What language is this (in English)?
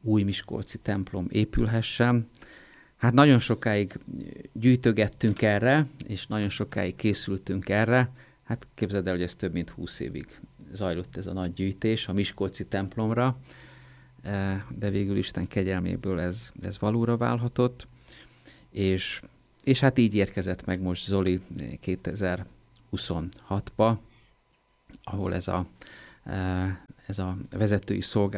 Hungarian